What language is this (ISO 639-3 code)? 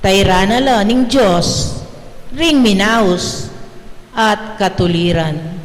pam